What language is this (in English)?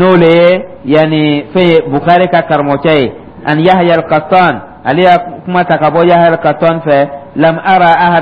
Dyula